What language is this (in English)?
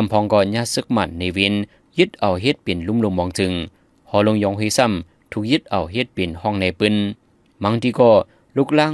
Shan